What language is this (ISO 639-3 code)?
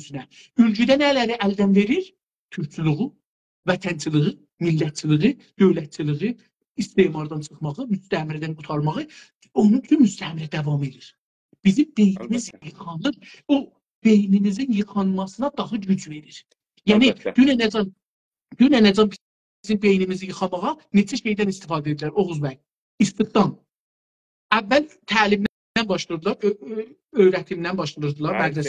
azb